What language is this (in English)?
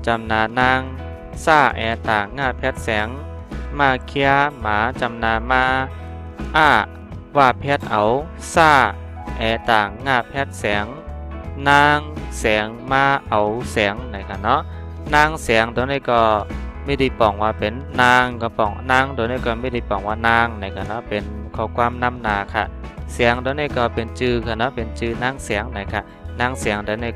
Shan